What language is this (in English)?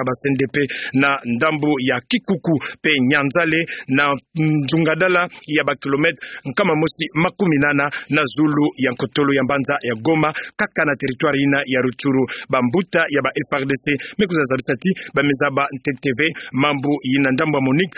Kituba (Democratic Republic of Congo)